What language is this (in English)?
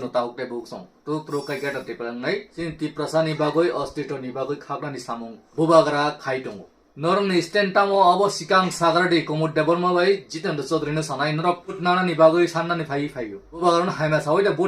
Kok Borok